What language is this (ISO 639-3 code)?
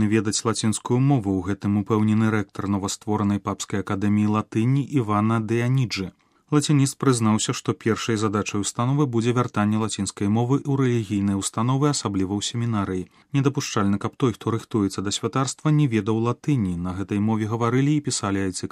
bel